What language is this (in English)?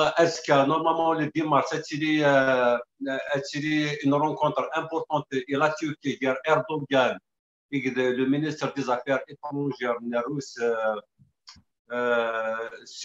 Kabyle